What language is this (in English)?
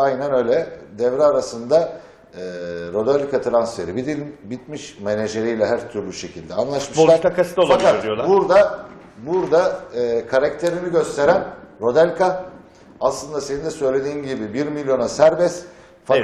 Turkish